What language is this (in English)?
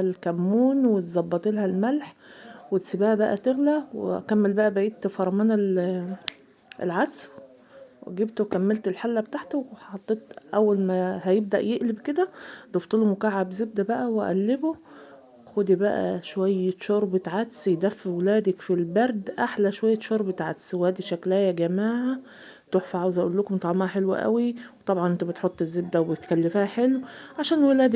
Egyptian Arabic